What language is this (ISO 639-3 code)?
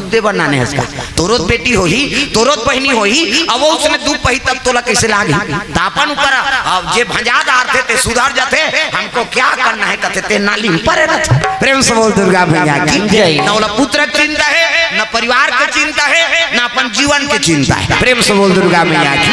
hne